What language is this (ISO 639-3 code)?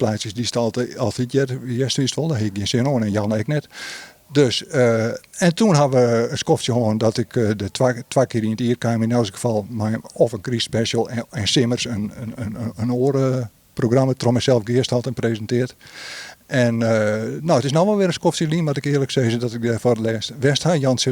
fry